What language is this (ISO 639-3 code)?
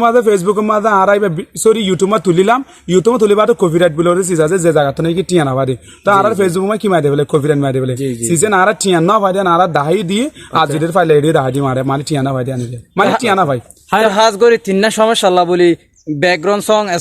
rhg